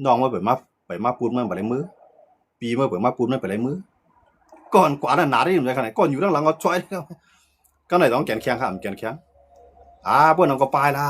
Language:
Shan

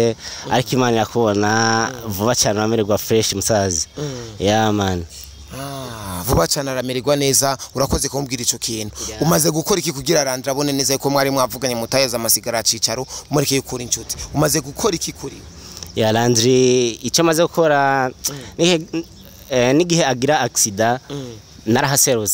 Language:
Rundi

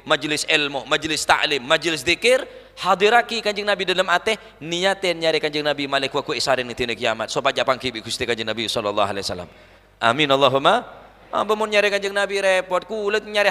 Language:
Madurese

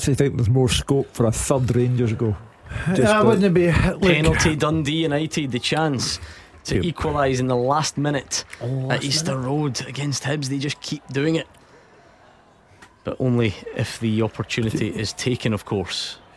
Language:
English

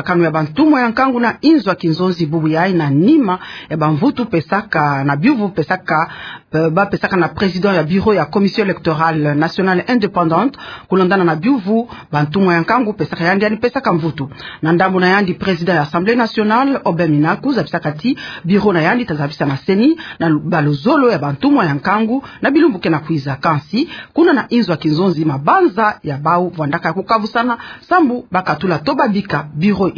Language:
Kituba (Democratic Republic of Congo)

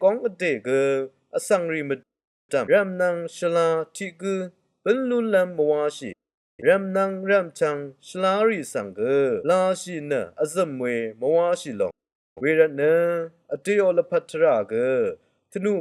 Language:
Rawang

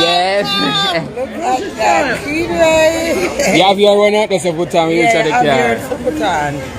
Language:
Jamaican Creole English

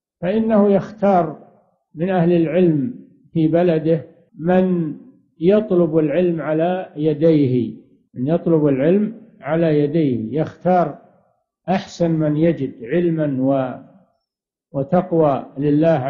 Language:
Arabic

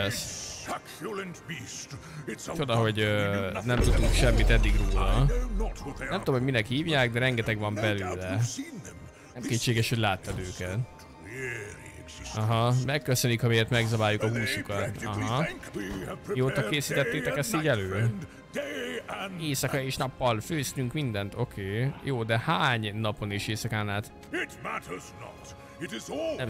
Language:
Hungarian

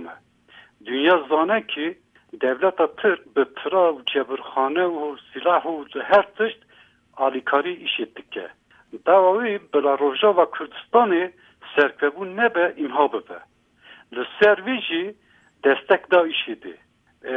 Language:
Kurdish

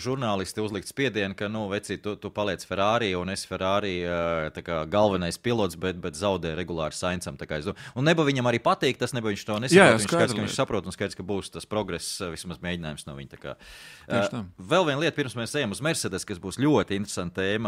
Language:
Latvian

